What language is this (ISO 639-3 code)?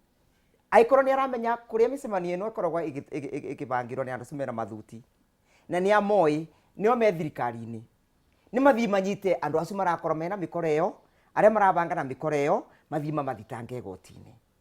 kik